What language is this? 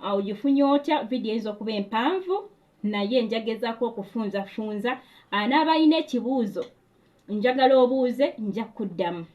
Ganda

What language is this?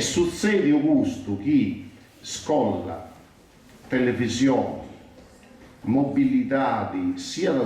Sardinian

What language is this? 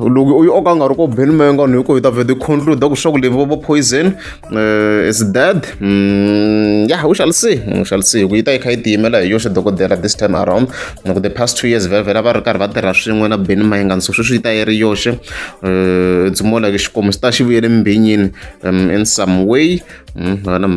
Tsonga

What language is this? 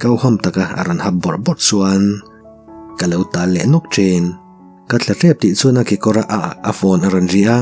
Mizo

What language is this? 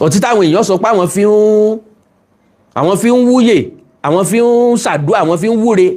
Yoruba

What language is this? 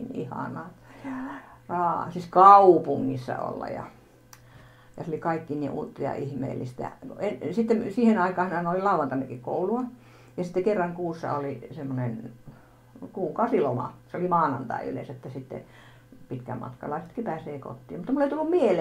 Finnish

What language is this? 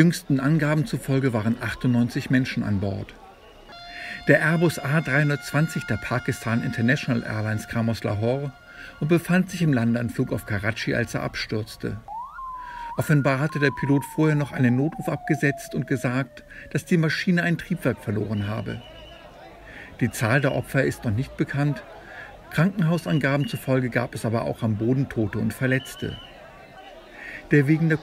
German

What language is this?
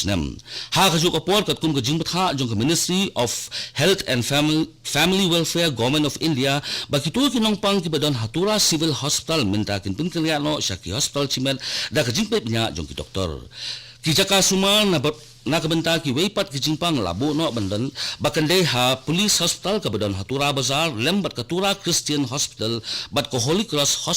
Khasi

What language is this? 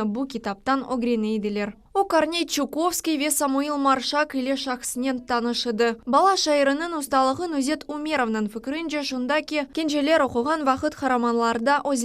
Crimean Tatar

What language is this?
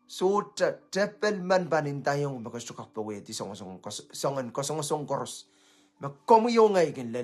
Pohnpeian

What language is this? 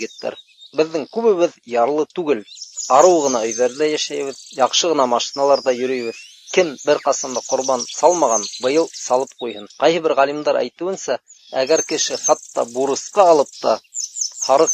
Bashkir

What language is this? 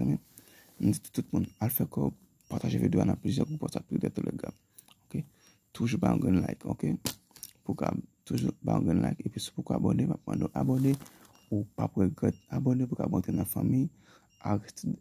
Haitian Creole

